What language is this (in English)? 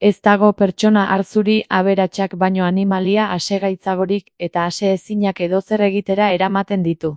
Basque